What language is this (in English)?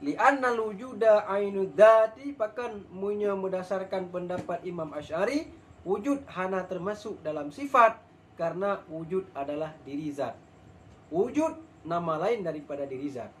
Achinese